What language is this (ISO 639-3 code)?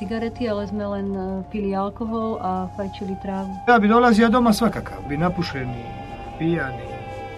hrv